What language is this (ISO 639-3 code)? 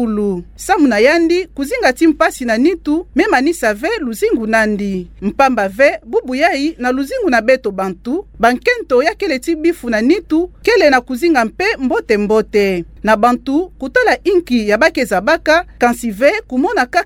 ktu